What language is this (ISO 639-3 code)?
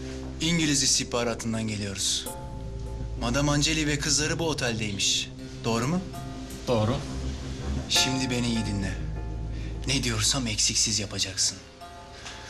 tur